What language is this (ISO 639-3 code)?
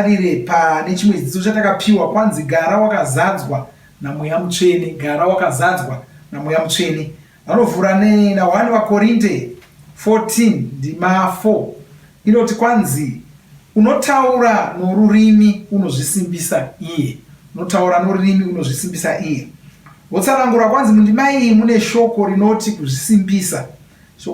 sna